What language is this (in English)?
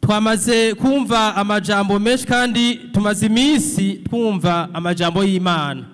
Rundi